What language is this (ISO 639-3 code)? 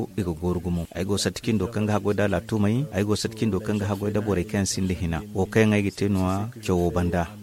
dje